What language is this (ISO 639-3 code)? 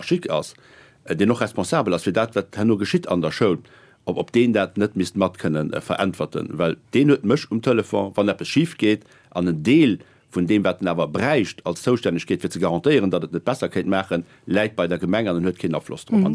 ltz